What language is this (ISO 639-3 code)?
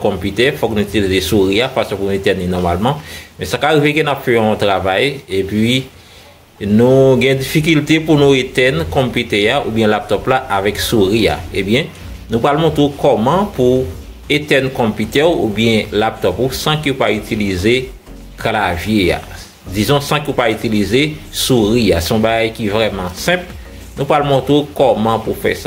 hat